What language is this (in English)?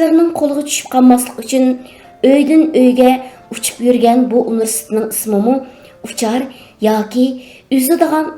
Uyghur